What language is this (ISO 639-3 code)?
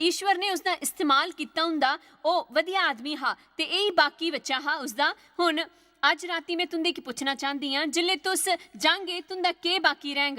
doi